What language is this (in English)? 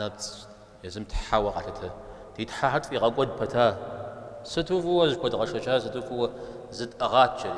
Kabardian